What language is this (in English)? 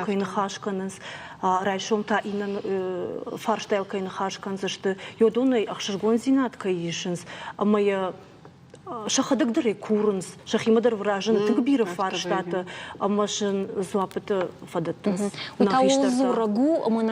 Ossetic